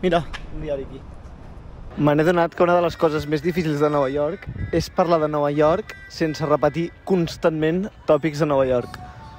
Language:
Catalan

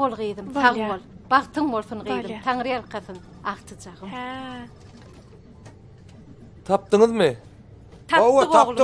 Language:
Turkmen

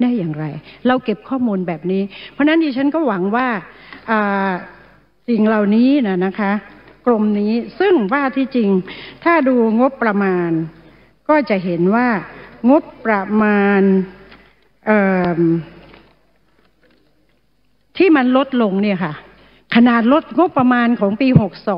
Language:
Thai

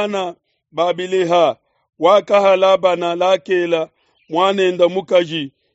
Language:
Luba-Lulua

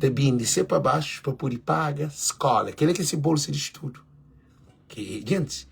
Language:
Kabuverdianu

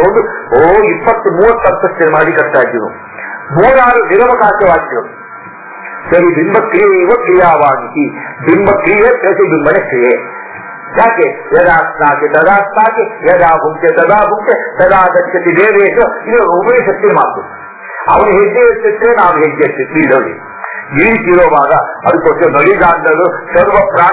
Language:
Kannada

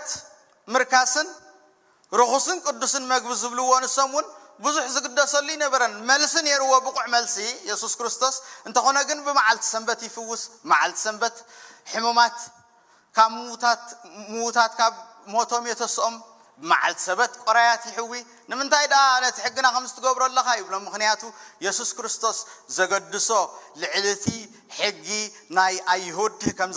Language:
Tigrinya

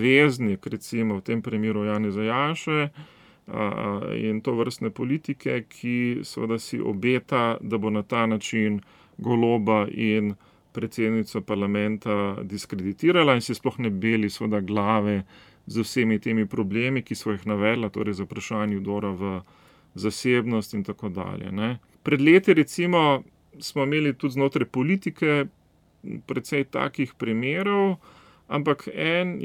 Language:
Slovenian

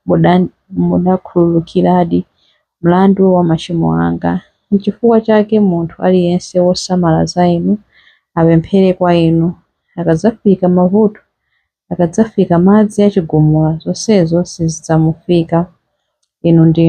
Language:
Nyanja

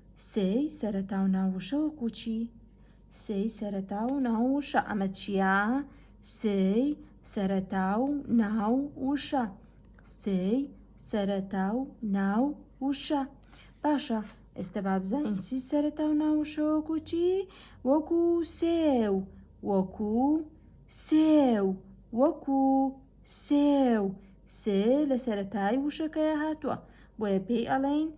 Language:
Central Kurdish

